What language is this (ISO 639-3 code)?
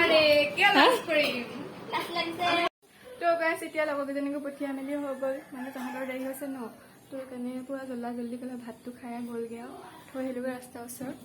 asm